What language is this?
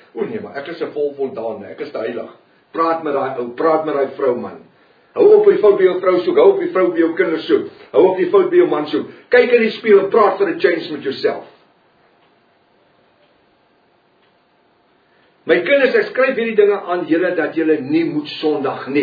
Afrikaans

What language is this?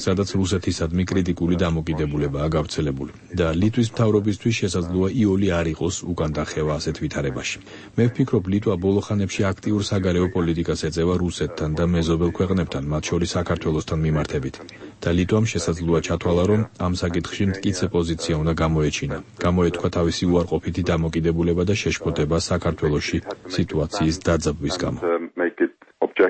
Georgian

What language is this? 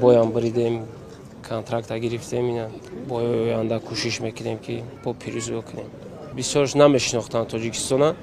Tajik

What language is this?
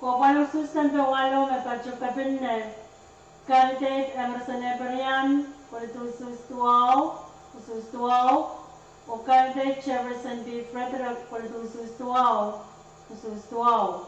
Pohnpeian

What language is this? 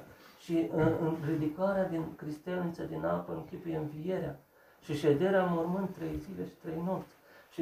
Romanian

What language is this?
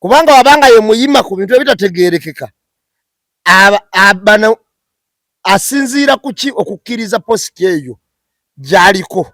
Ganda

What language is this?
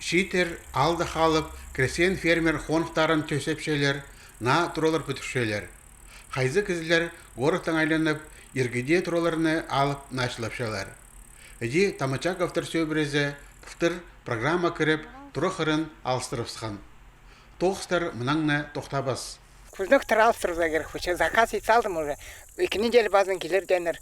Khakas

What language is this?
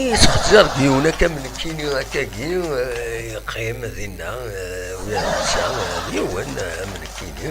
Kabyle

